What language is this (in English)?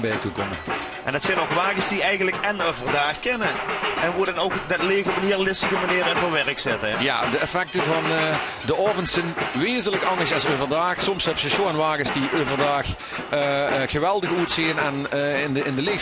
Limburgish